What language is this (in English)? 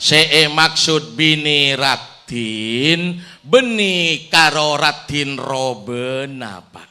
Madurese